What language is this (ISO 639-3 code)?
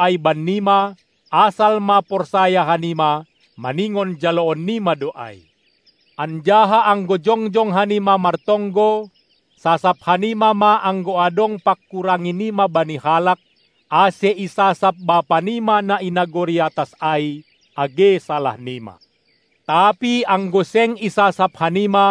bts